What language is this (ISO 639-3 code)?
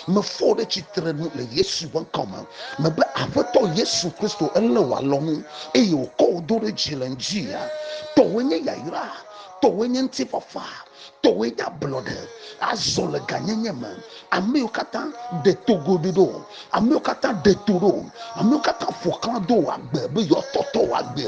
ewe